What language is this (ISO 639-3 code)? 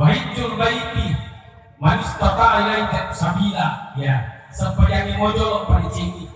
bug